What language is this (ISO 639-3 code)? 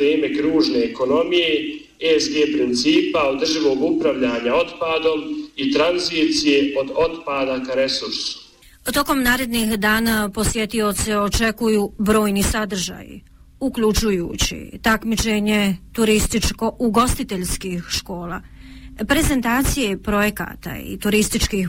bos